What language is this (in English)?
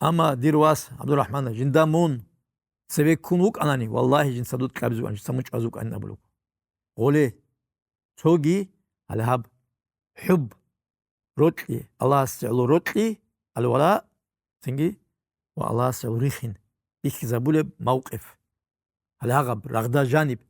Avaric